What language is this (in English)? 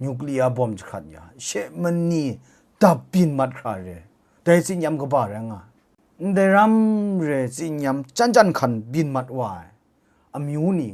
Kachin